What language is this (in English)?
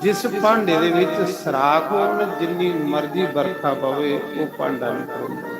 Dogri